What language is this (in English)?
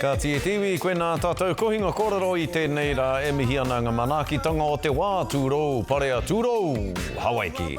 Māori